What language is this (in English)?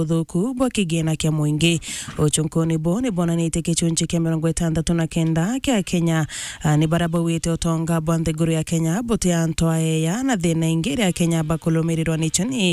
Meru